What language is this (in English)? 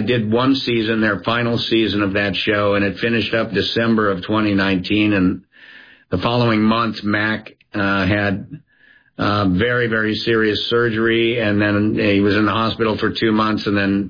English